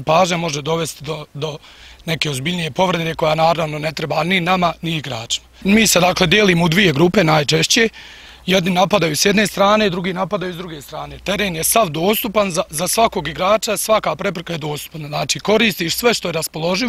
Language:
Bosnian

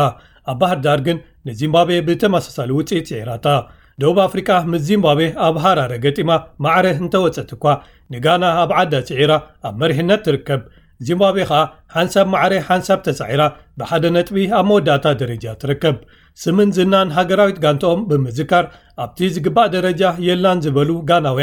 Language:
Tigrinya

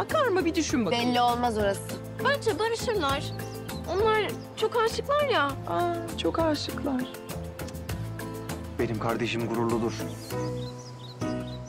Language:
Turkish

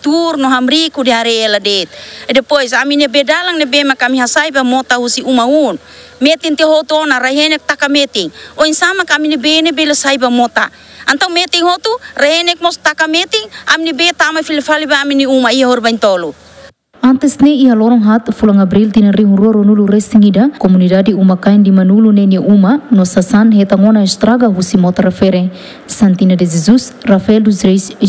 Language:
Tetum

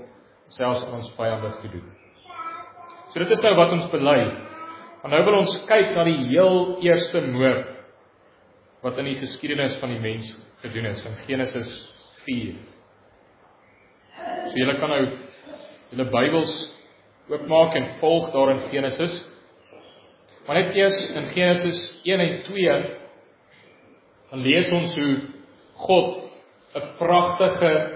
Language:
Afrikaans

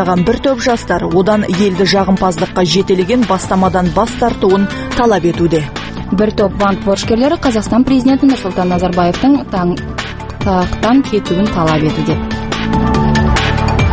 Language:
Kazakh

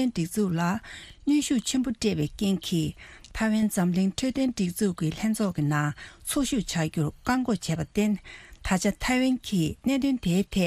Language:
Tibetan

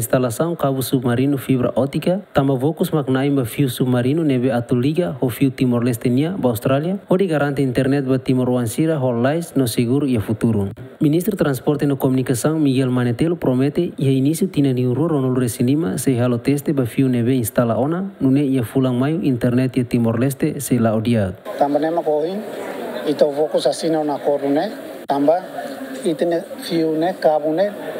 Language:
Tetum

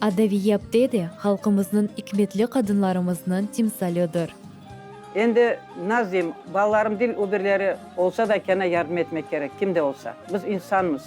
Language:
Crimean Tatar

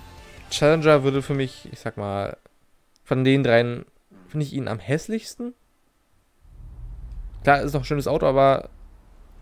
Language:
German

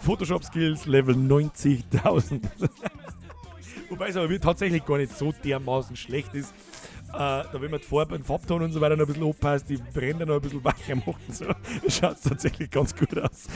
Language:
Bavarian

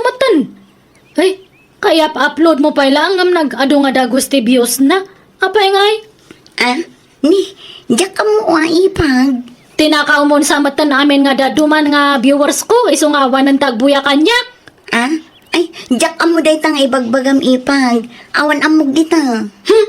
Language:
Iloko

